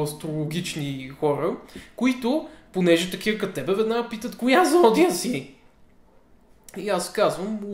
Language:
Bulgarian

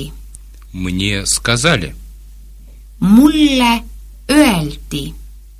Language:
Estonian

